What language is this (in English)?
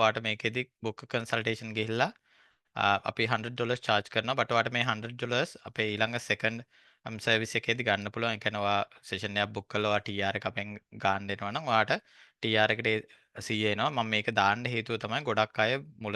Sinhala